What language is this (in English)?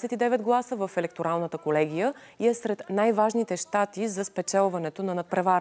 Bulgarian